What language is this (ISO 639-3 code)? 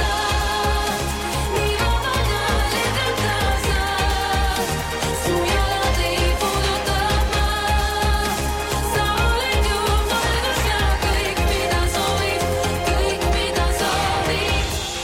est